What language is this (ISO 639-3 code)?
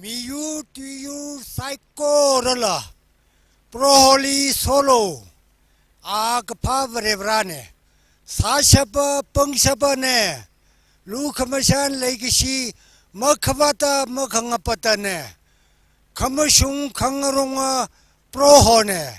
nmf